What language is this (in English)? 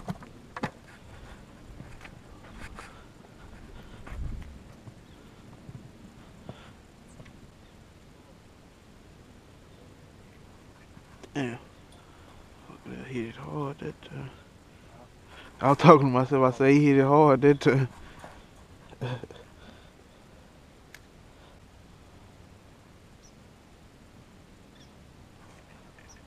English